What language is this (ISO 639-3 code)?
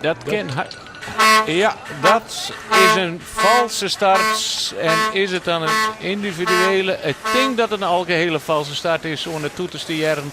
fry